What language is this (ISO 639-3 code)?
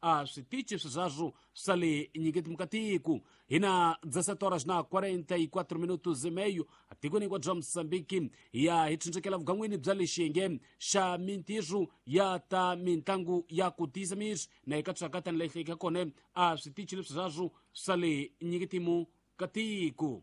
tso